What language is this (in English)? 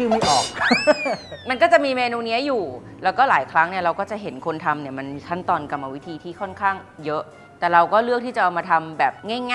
Thai